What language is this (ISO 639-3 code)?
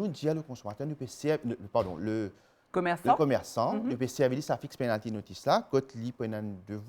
mfe